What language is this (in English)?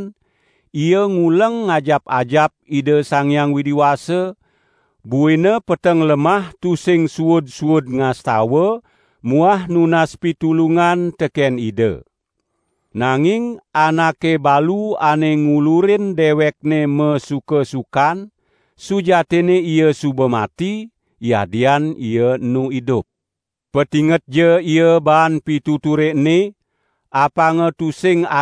Balinese